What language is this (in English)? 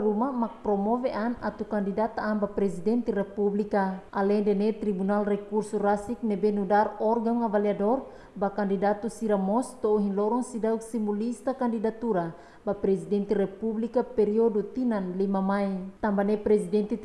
Tetum